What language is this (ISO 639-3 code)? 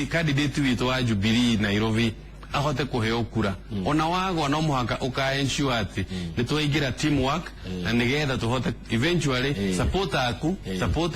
kik